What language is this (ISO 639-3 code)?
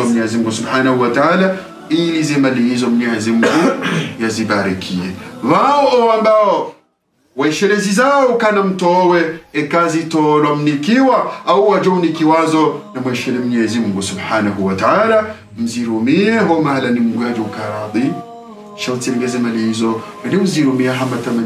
swa